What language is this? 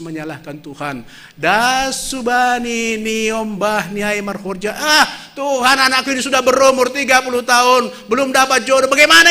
Batak Simalungun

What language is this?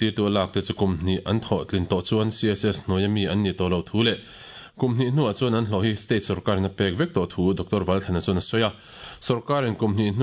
Mizo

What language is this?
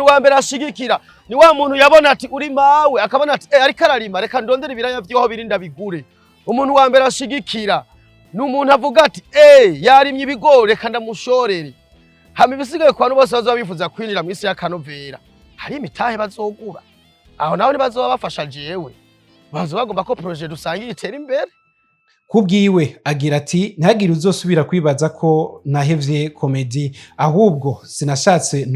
Rundi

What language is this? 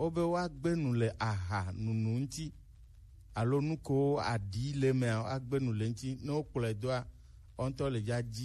Gen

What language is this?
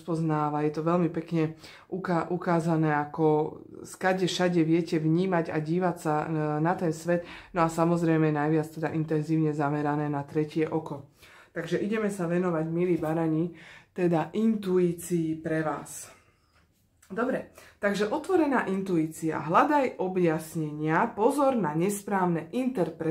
Slovak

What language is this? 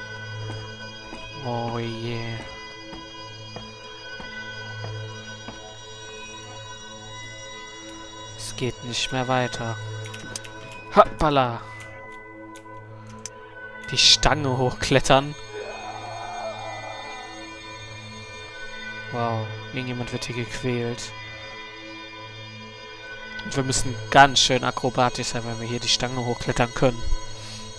German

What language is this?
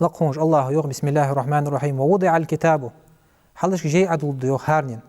Ingush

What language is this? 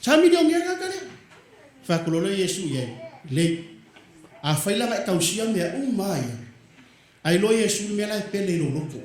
Samoan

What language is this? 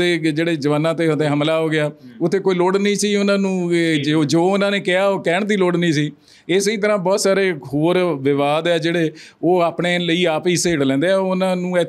Punjabi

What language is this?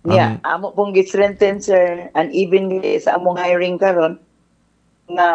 Cebuano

